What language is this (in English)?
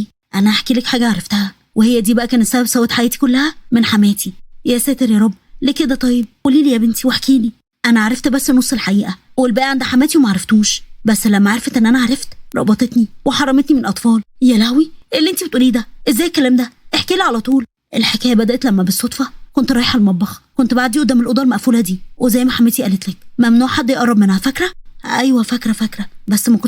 Egyptian Arabic